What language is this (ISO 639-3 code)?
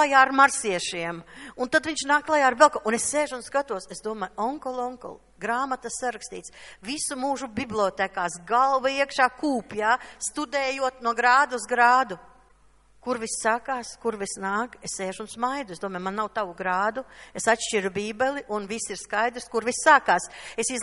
lav